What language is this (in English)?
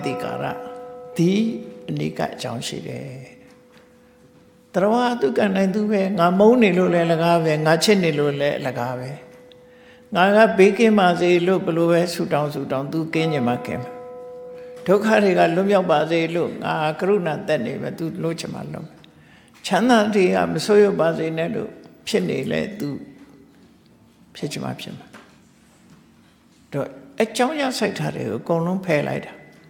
Burmese